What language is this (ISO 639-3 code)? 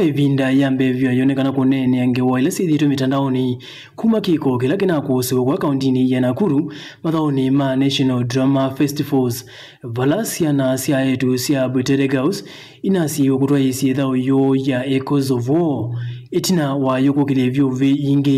kam